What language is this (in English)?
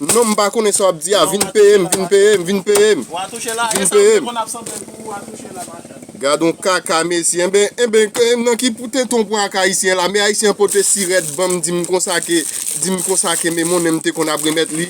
Haitian Creole